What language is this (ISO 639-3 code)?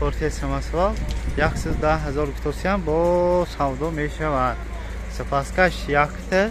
tgk